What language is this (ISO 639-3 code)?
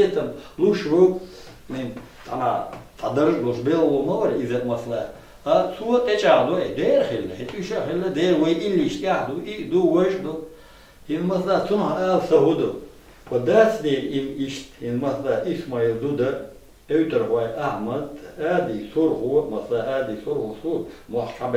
che